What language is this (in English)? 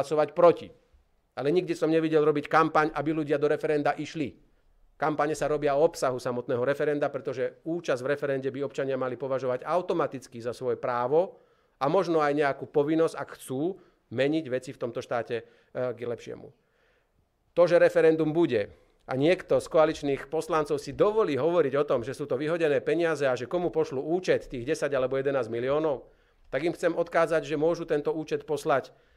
Slovak